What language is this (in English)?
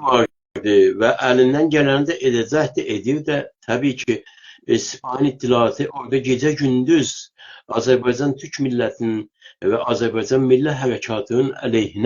South Azerbaijani